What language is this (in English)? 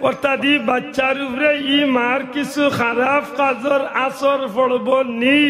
Sylheti